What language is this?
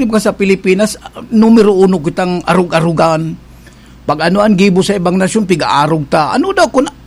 Bikol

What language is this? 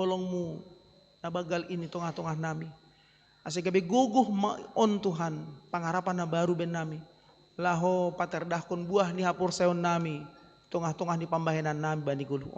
Batak Simalungun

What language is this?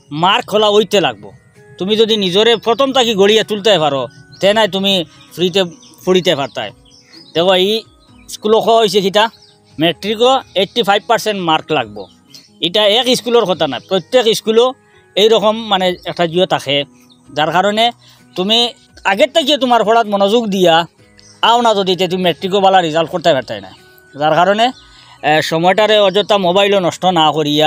Sylheti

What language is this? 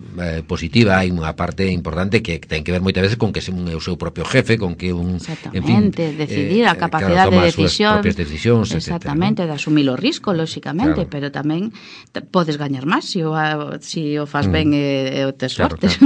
Galician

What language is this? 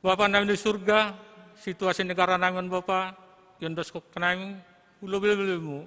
Batak Simalungun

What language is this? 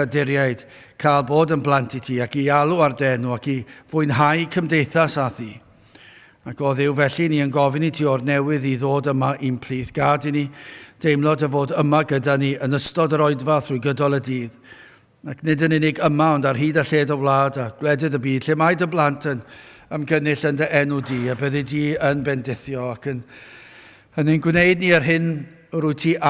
Welsh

